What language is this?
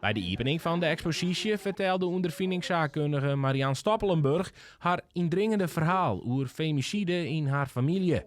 Western Frisian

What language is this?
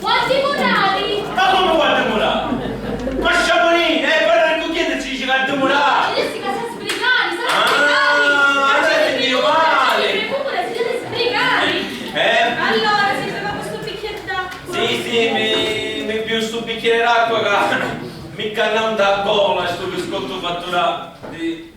Sicilian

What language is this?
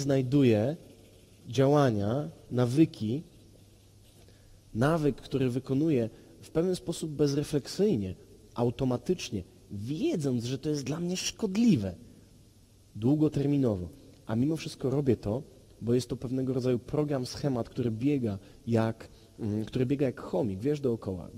Polish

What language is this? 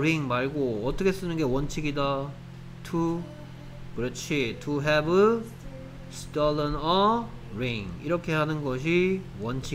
Korean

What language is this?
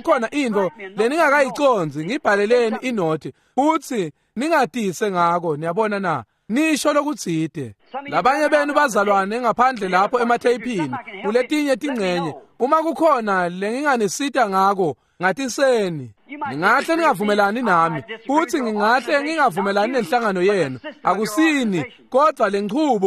Swati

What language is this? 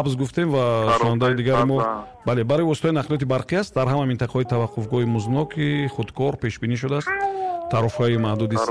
Tajik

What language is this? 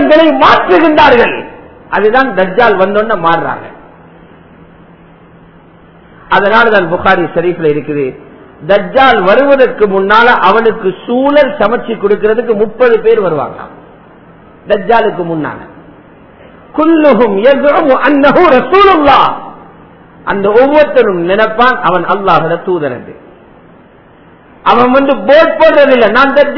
Tamil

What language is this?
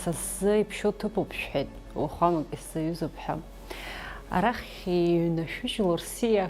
Abkhazian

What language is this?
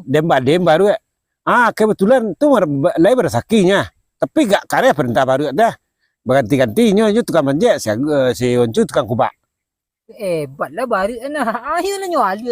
Minangkabau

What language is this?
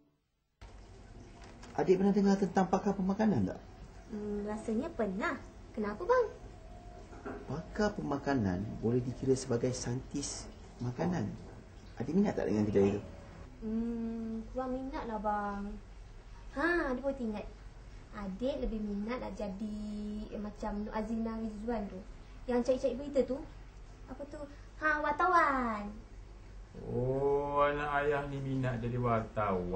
Malay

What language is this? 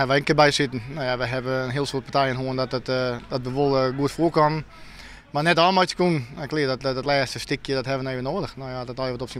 Western Frisian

